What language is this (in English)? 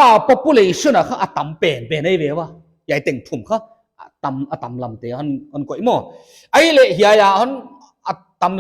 Paite Chin